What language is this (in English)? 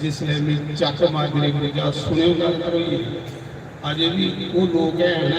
Dogri